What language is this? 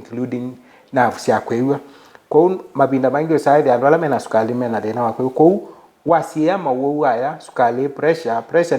Kamba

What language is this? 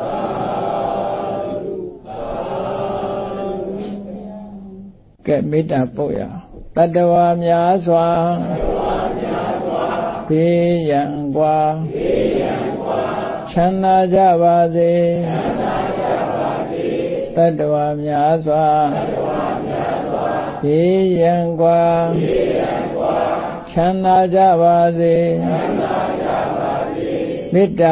Burmese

